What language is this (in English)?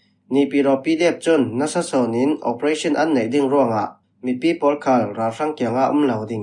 Falam Chin